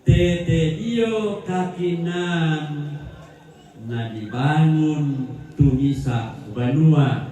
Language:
Toraja-Sa'dan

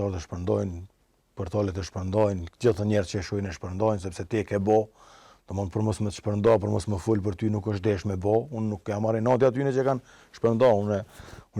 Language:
Albanian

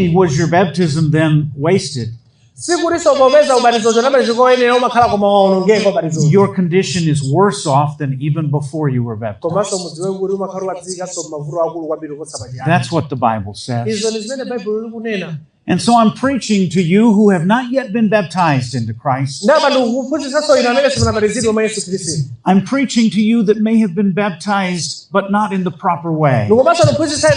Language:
Nyanja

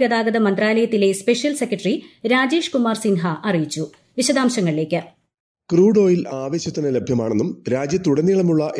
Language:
Malayalam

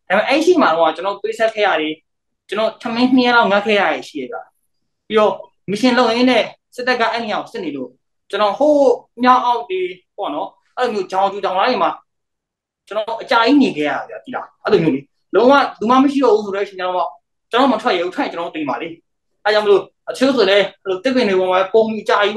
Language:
Burmese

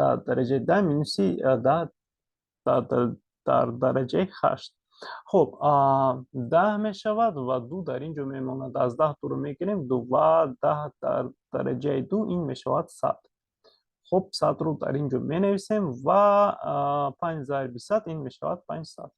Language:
Tajik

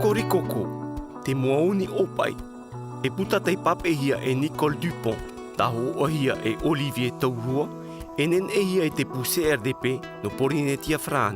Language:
Tahitian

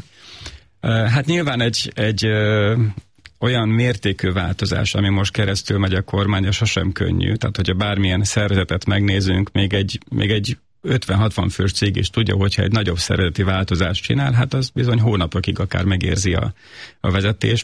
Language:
Hungarian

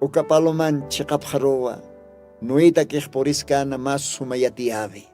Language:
Aymara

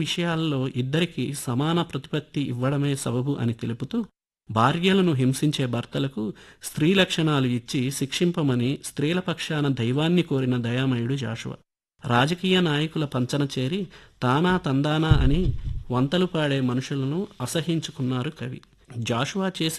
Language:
Telugu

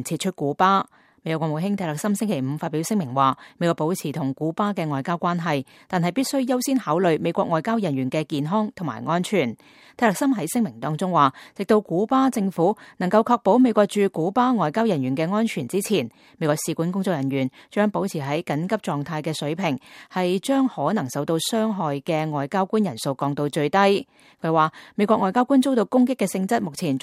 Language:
Cantonese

